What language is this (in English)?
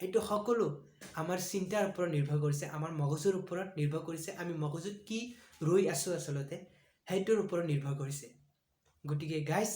Assamese